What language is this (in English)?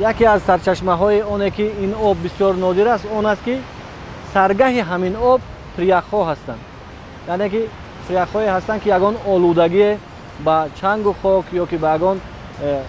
Tajik